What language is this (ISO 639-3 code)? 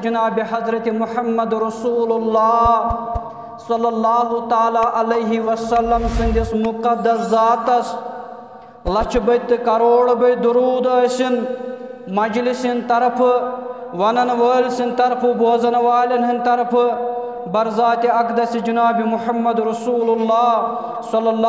kas